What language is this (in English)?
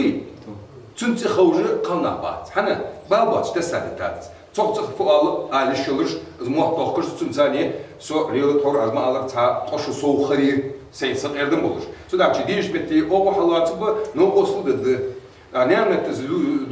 Ingush